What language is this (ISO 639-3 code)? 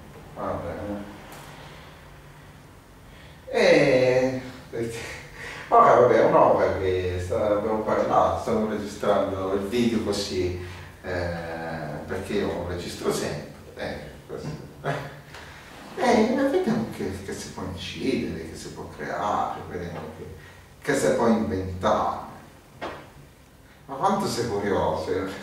ita